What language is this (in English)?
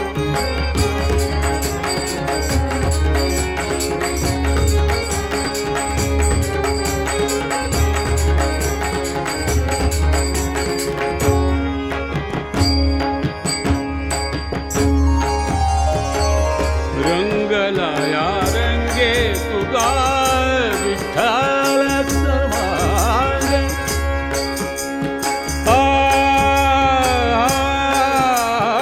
Marathi